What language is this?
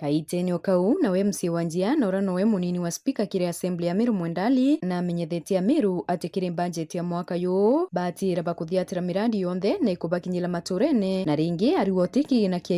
Meru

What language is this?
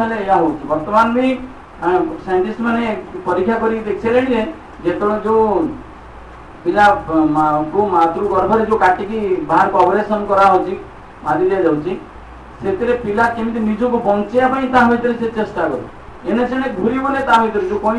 Odia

